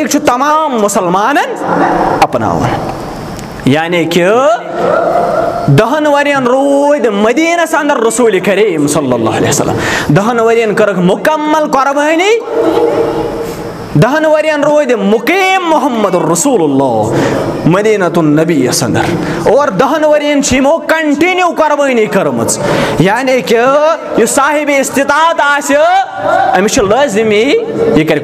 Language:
Kashmiri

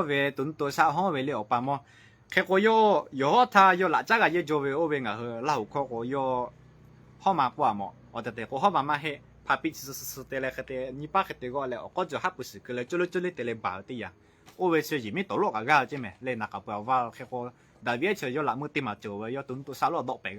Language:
Lahu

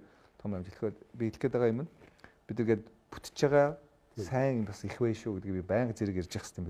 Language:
Mongolian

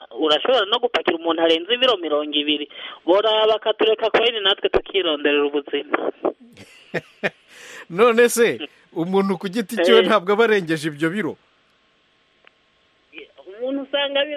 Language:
Kinyarwanda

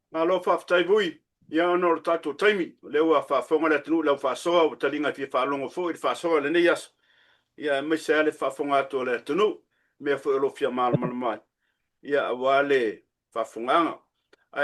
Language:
Samoan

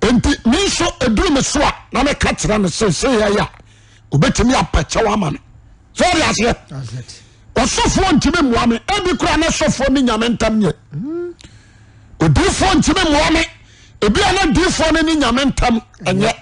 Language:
Akan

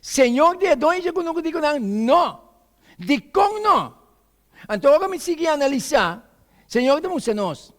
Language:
Papiamento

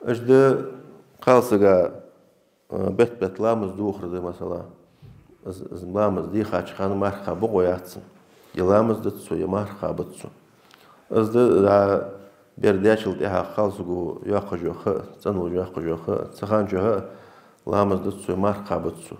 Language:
Ingush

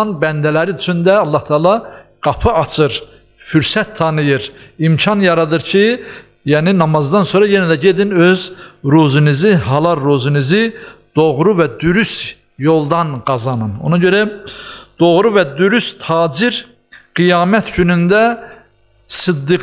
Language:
Azerbaijani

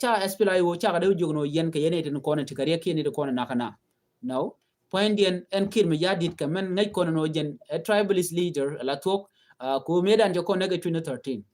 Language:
Nuer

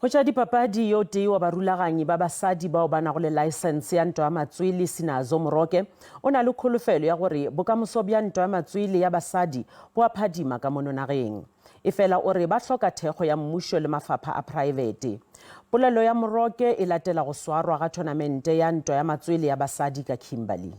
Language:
Northern Sotho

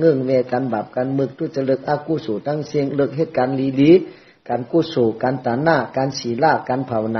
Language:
Shan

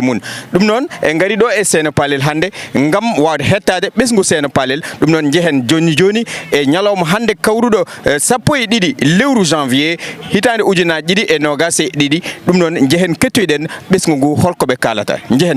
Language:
Fula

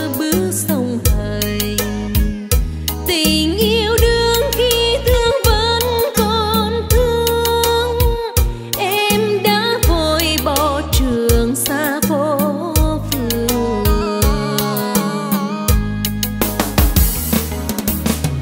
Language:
Vietnamese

